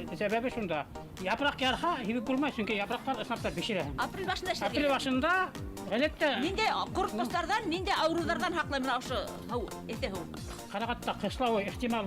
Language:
Bashkir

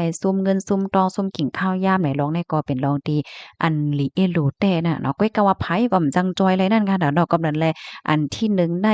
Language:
Shan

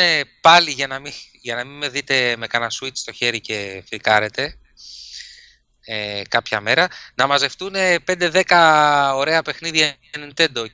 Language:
Greek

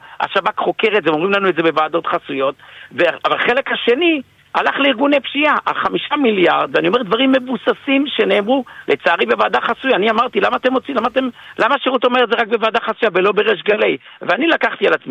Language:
Hebrew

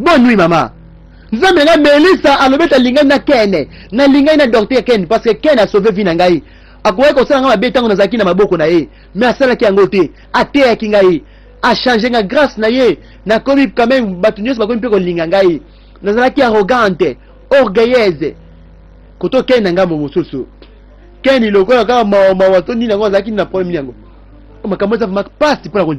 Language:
Lingala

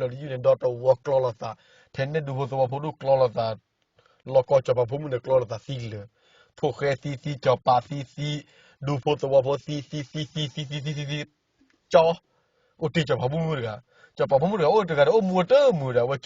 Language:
S'gaw Karen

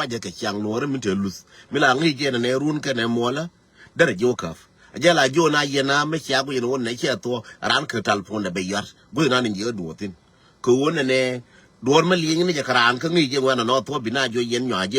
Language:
Nuer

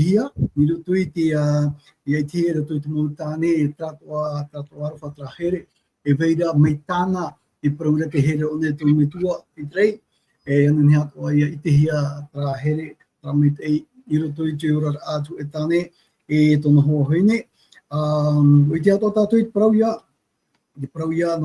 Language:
Tahitian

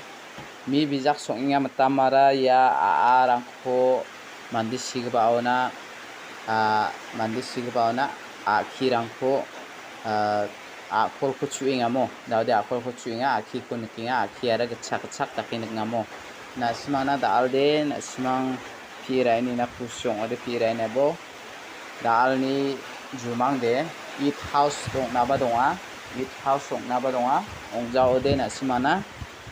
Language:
Garo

